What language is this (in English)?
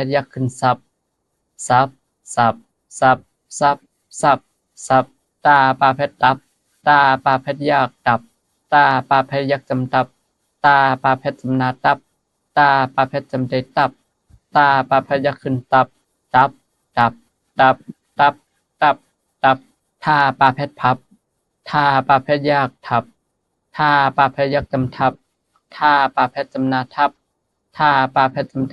Shan